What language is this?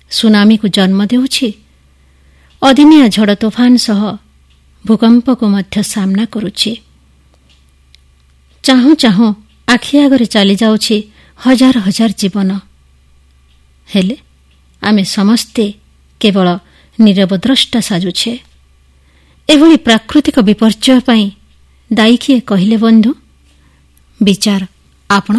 Odia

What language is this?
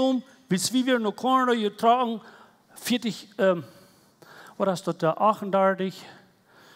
Plautdietsch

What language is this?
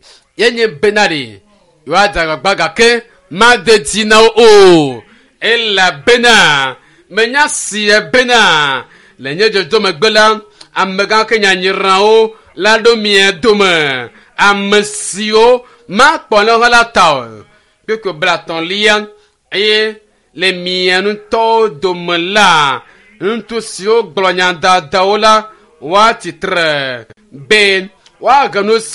Ewe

